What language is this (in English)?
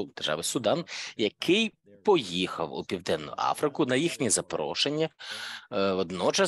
Ukrainian